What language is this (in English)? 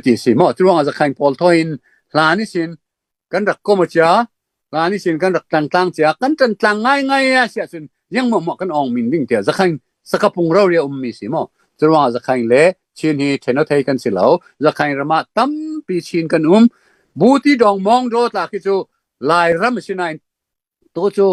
Falam Chin